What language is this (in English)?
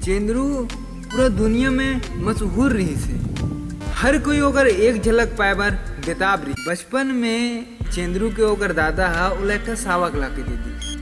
Chhattisgarhi